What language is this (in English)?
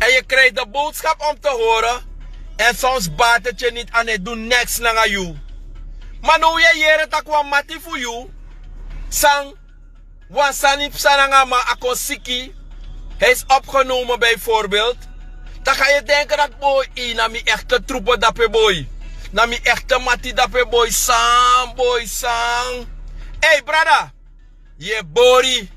Sranan Tongo